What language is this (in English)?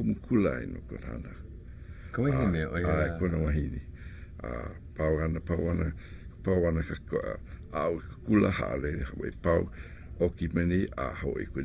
Hawaiian